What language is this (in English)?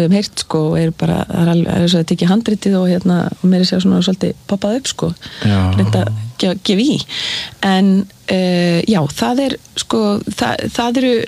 Icelandic